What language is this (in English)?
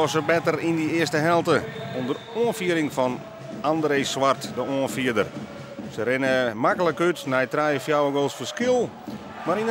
Western Frisian